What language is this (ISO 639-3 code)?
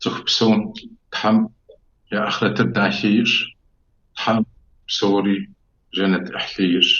kbd